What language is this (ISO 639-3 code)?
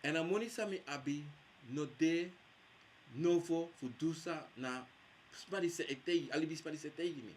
srn